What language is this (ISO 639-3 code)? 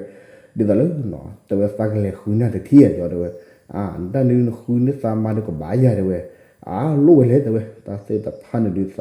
ksw